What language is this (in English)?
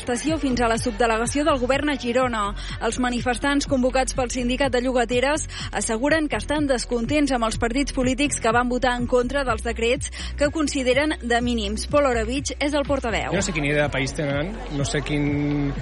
Catalan